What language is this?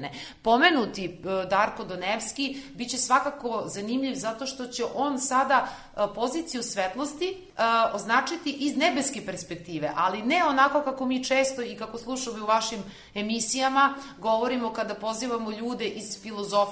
Serbian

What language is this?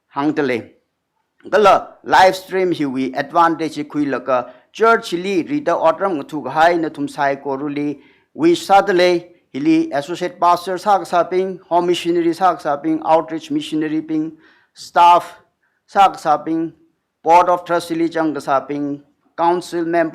Tangkhul Naga (India)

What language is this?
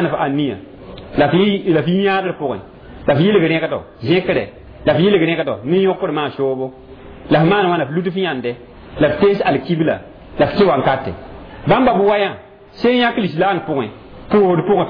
Mossi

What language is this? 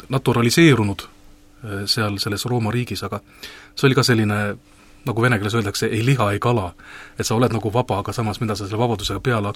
Estonian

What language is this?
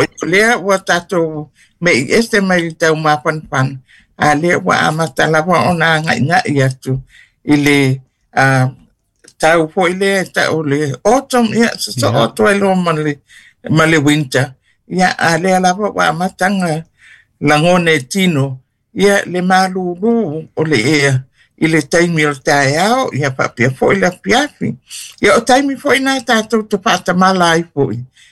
Samoan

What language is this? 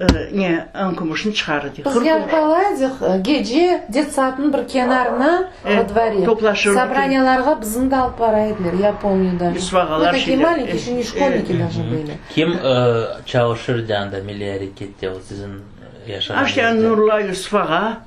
Crimean Tatar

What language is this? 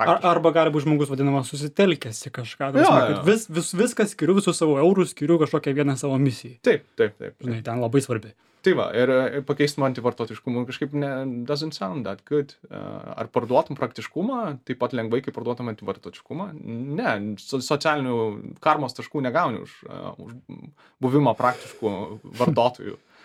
Lithuanian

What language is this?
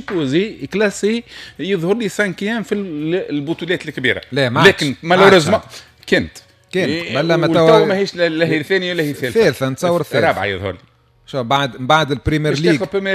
Tunisian Arabic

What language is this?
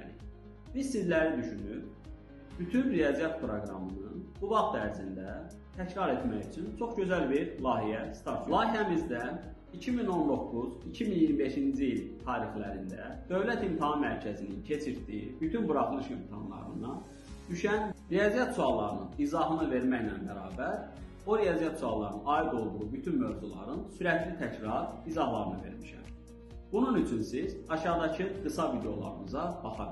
Azerbaijani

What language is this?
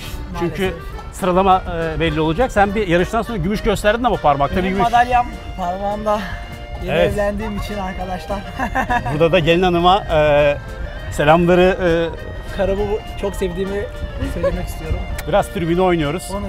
Turkish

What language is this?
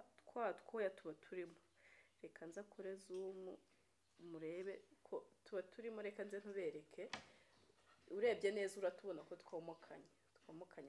Kinyarwanda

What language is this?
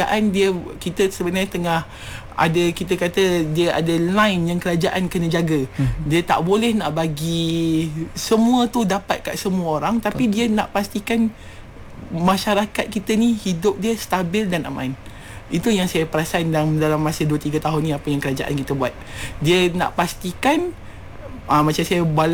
Malay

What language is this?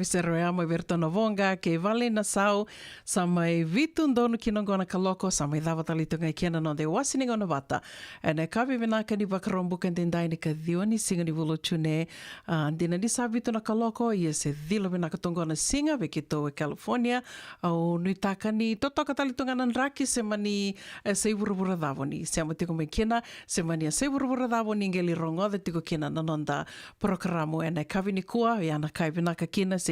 Fijian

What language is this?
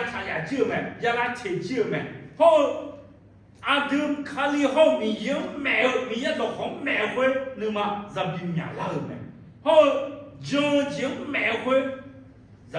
Akha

